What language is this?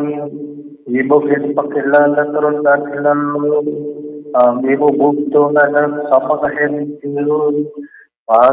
Hiligaynon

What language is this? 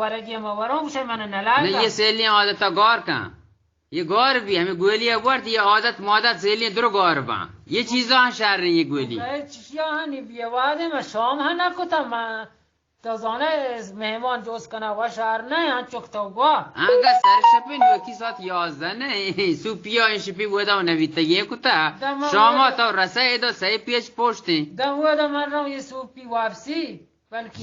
Eastern Balochi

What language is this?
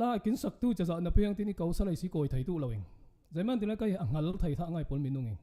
Falam Chin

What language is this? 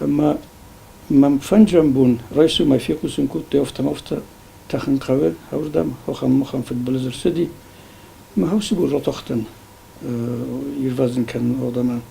Ossetic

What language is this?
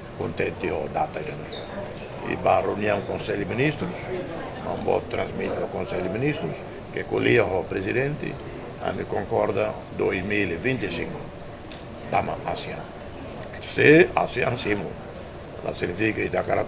Tetum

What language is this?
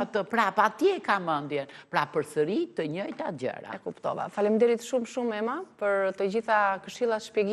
Albanian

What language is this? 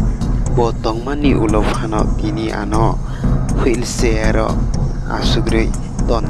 Kok Borok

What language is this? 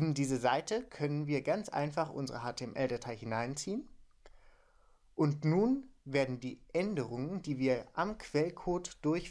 German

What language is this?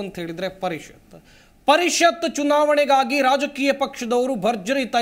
Kannada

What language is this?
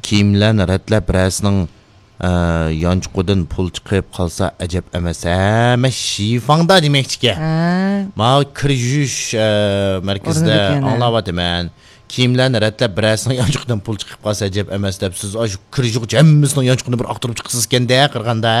Uyghur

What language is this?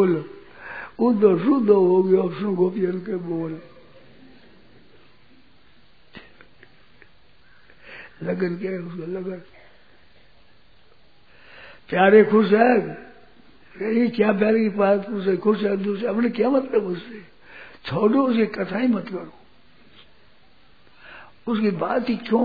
Hindi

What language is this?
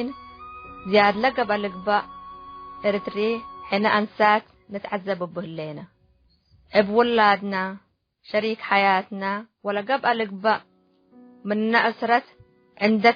Tigre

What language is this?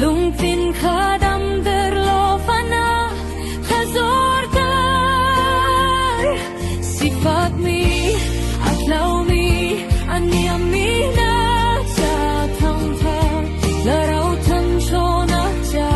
Falam Chin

